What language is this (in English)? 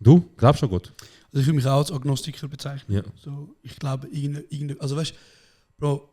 Swiss German